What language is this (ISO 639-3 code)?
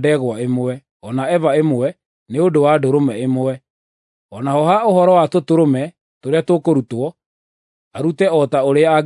kik